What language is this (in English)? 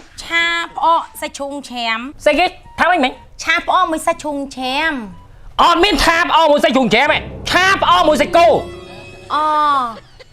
Khmer